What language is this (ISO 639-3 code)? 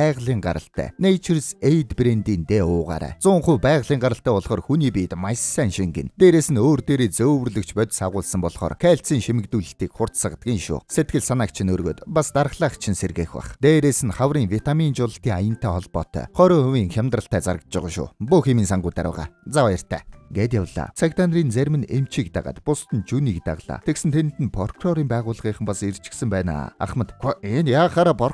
mon